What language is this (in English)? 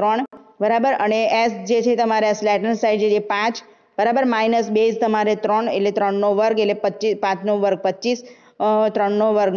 Gujarati